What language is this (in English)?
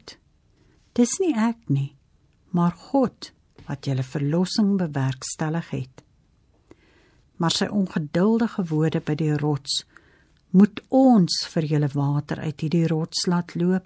Afrikaans